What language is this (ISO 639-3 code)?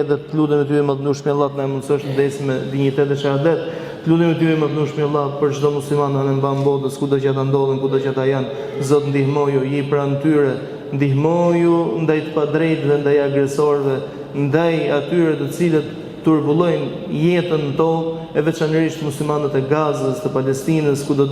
sqi